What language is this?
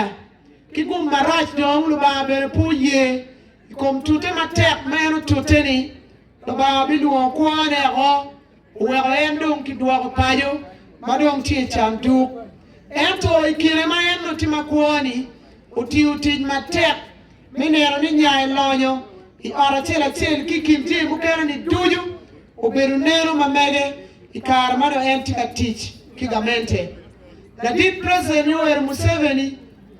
Acoli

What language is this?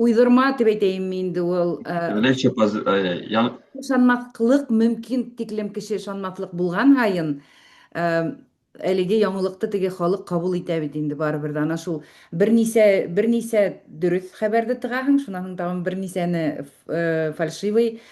Bashkir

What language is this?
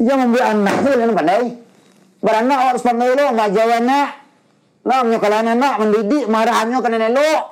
Minangkabau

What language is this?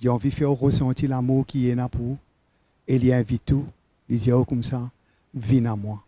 Morisyen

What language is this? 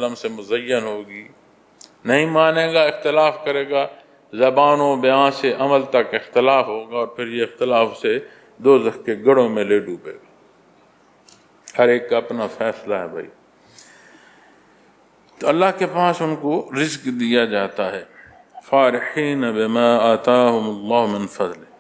Urdu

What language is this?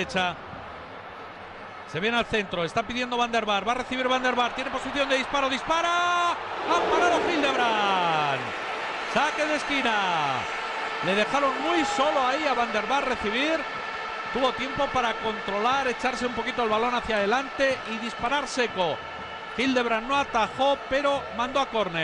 Spanish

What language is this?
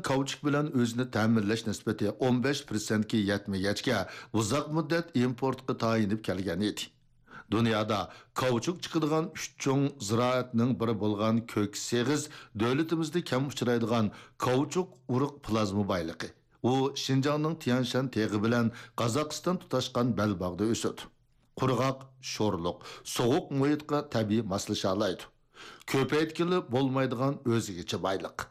Uyghur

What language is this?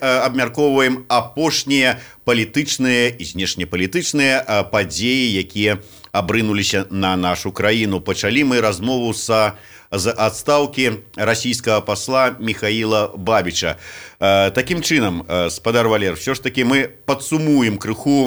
Belarusian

